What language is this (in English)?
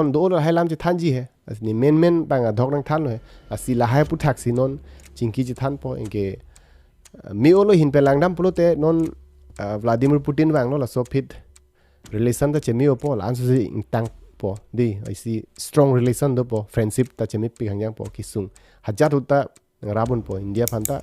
Karbi